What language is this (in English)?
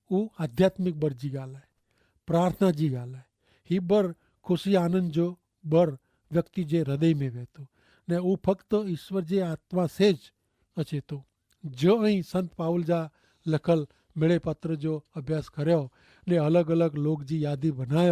Kachhi